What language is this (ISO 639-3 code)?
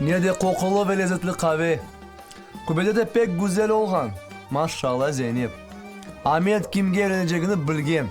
crh